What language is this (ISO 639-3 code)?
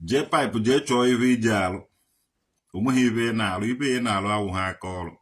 ibo